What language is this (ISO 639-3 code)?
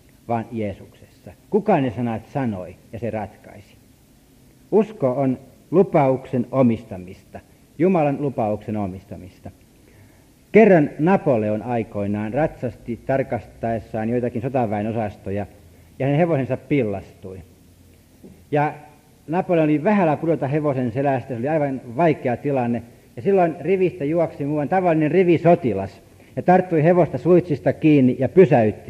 fin